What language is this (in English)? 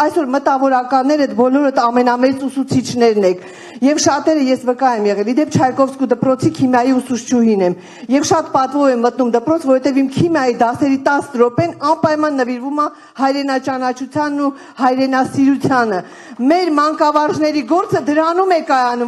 Armenian